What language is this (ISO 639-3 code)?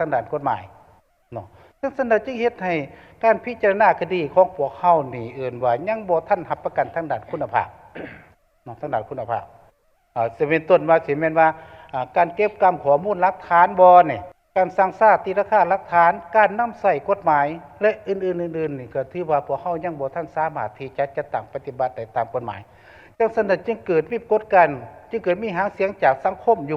lao